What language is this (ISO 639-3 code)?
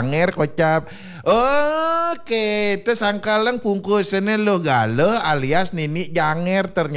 ban